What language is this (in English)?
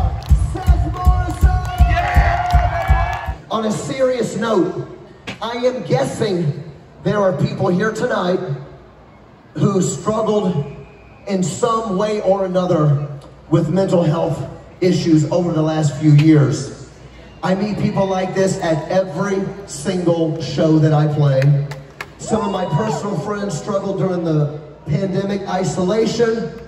English